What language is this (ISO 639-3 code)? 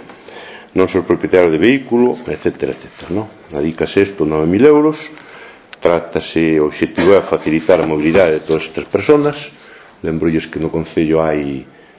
glg